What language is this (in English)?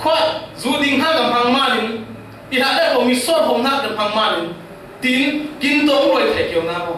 Falam Chin